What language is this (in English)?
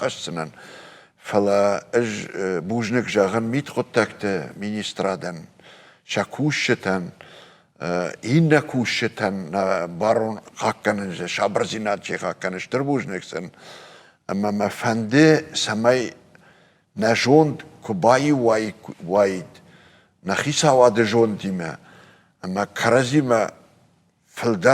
Ossetic